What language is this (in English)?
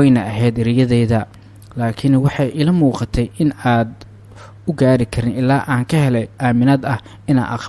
Somali